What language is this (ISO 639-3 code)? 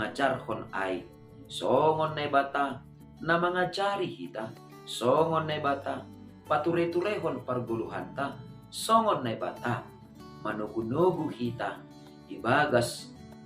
bts